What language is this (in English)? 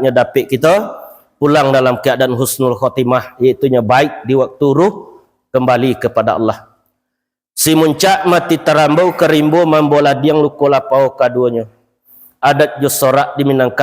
Minangkabau